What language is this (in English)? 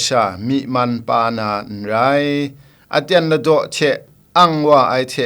Kachin